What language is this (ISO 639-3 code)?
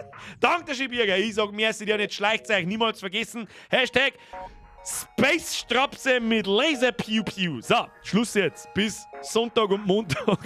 bar